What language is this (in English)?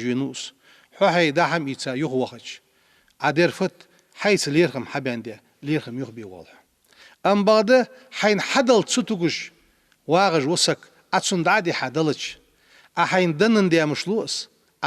Ingush